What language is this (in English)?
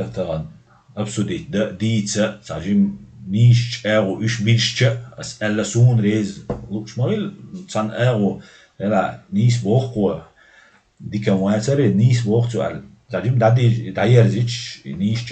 Chechen